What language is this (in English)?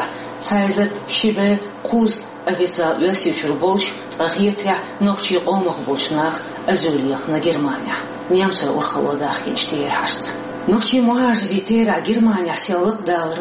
Chechen